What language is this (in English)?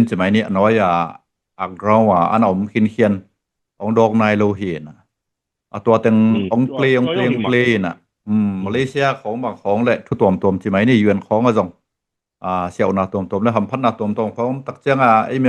Tedim Chin